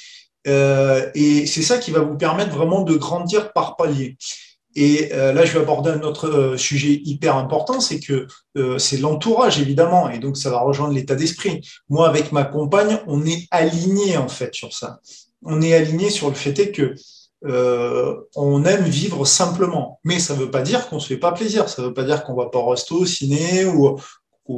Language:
French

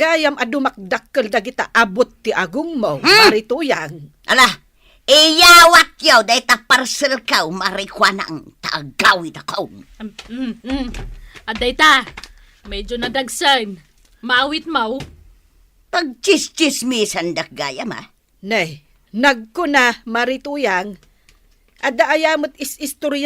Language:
Iloko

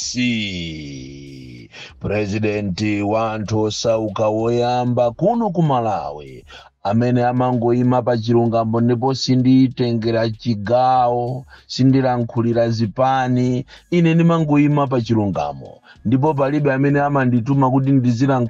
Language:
Nyanja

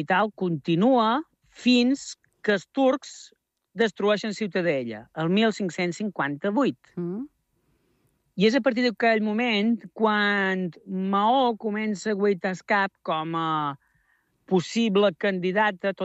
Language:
Catalan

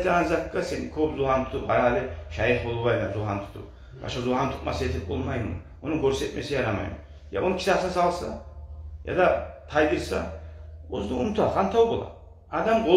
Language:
Kumyk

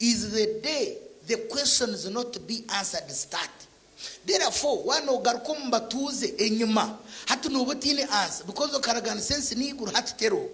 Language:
Nyankole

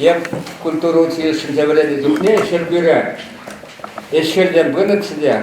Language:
Chuvash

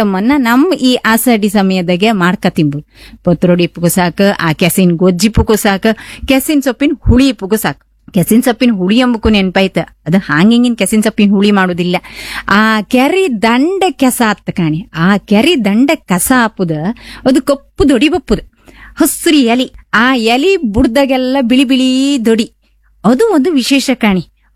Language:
Kannada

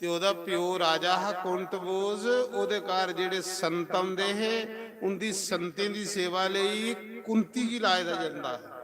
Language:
Dogri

